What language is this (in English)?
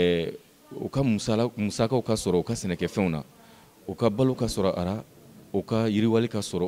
Bambara